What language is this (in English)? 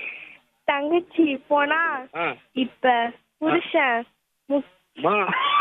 Tamil